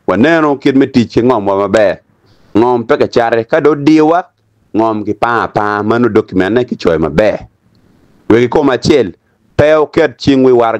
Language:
Acoli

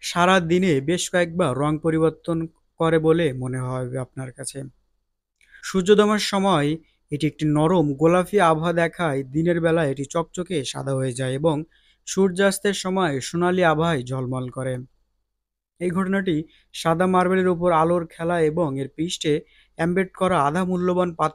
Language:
Bangla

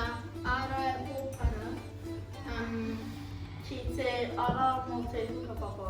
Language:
Māori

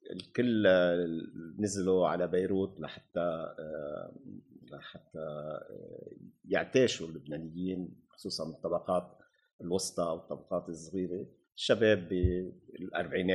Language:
North Levantine Arabic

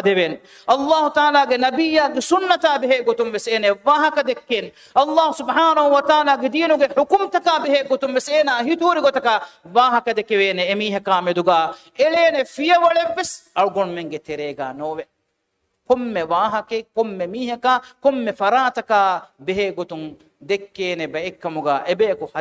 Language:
Divehi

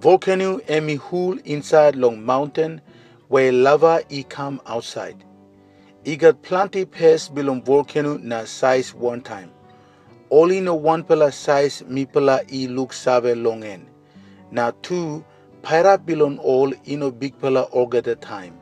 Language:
Tok Pisin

